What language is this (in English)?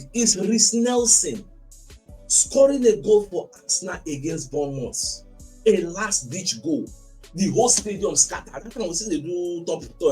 Nigerian Pidgin